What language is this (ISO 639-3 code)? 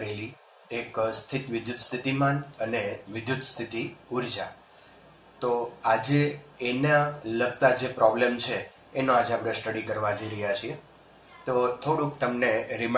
guj